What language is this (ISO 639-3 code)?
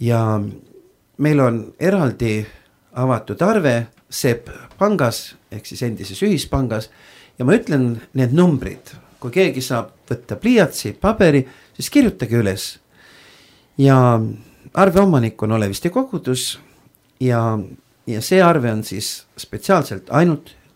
est